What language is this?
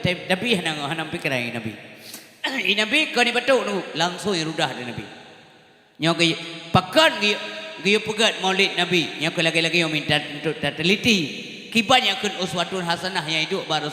Achinese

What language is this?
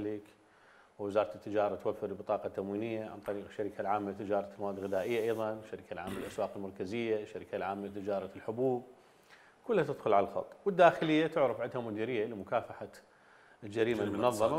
Mesopotamian Arabic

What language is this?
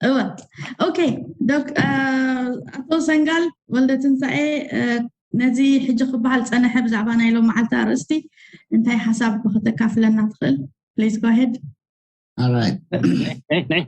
Tigrinya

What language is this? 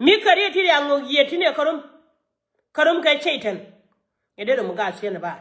Nuer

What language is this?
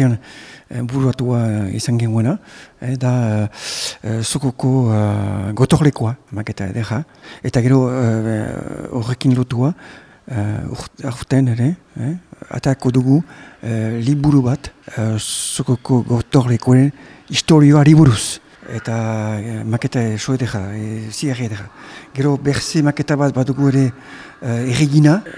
Basque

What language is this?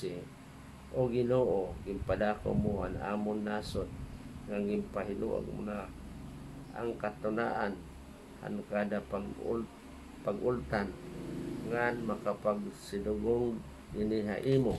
Waray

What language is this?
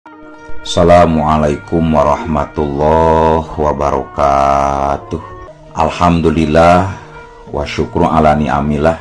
Sundanese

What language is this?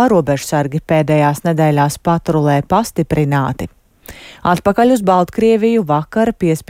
Latvian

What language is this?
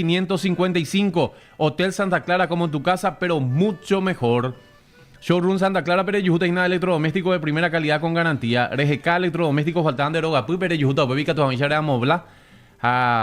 Guarani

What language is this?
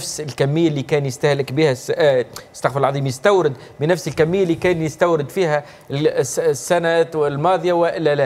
Tunisian Arabic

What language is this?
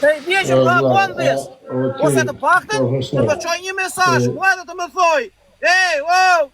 Albanian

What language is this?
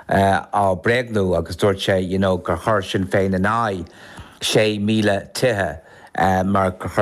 Irish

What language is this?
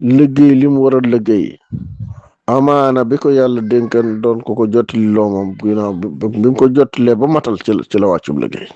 Wolof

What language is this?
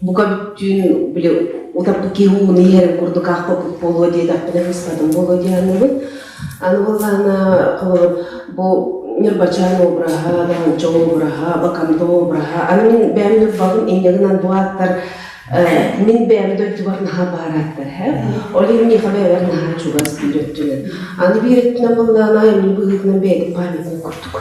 Yakut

